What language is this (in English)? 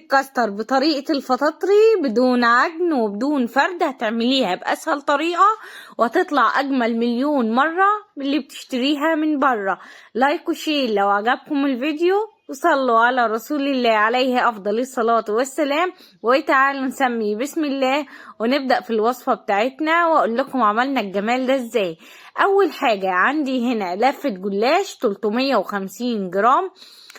Egyptian Arabic